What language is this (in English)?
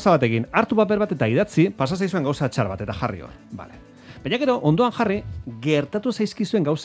Basque